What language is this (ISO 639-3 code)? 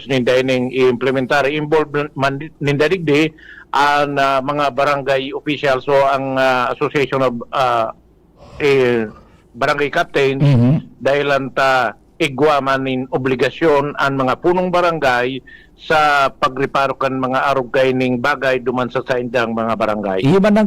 bik